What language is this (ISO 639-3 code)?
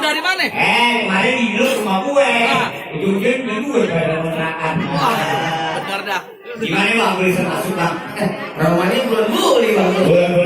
bew